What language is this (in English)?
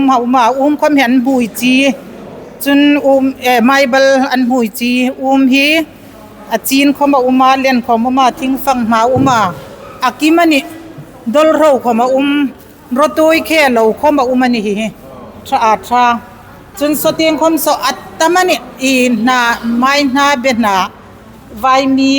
Hmar